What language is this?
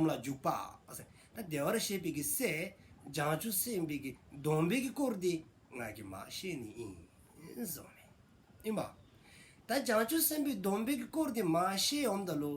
Dzongkha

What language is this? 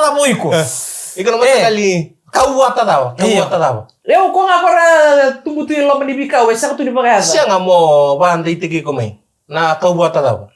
Fijian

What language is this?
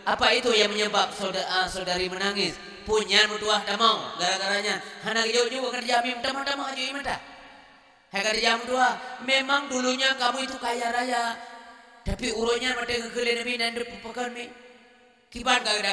Achinese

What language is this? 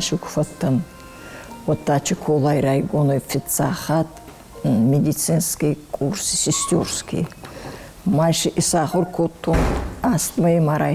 Ossetic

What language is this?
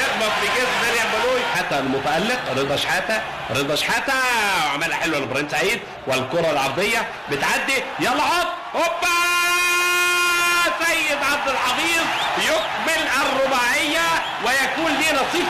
Egyptian Arabic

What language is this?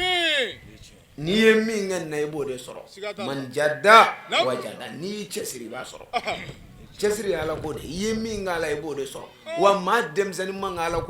Bambara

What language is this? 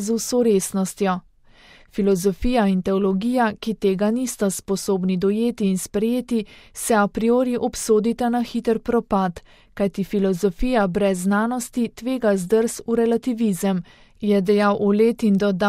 Slovenian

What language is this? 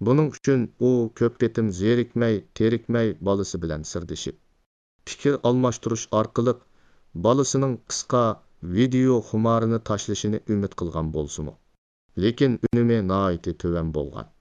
Uyghur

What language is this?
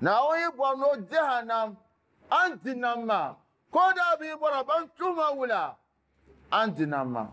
Dagbani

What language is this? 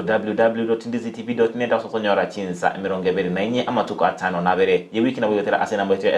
Gusii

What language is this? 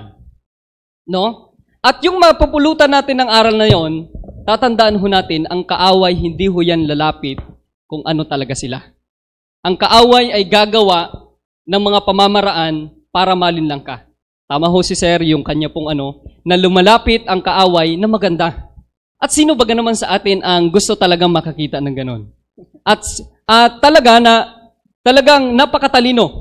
Filipino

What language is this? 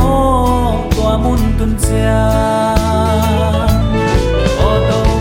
Paite Chin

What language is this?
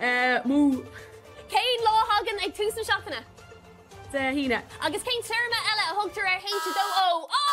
Irish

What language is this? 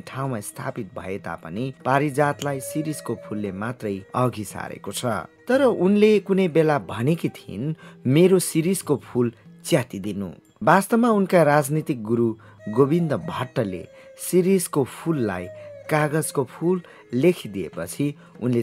Nepali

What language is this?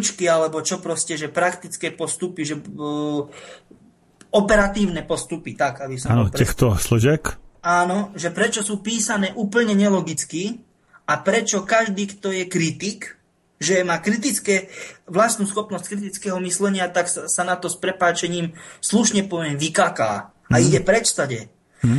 Slovak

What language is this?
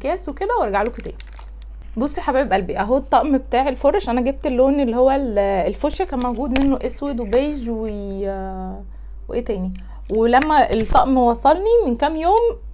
Egyptian Arabic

